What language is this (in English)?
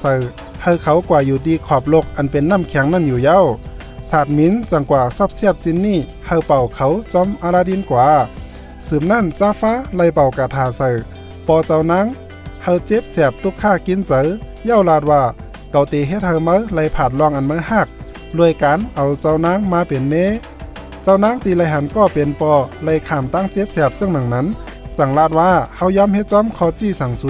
Shan